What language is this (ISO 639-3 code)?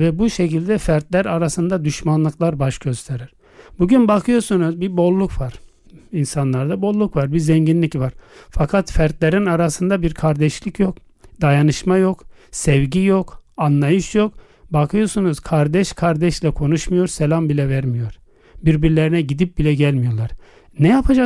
tur